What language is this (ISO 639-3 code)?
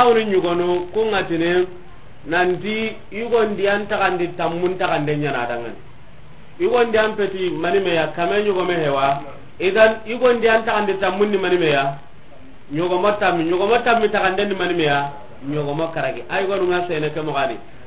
snk